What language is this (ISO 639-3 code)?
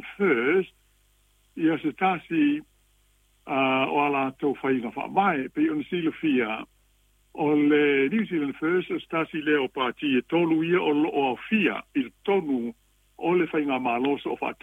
smo